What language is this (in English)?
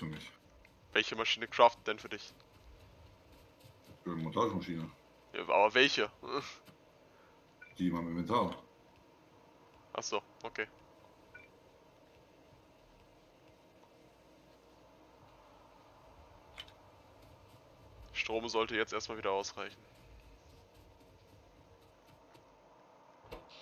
German